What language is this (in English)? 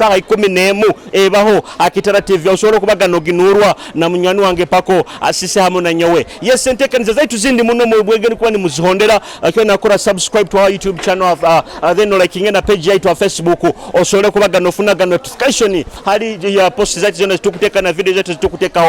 Nyoro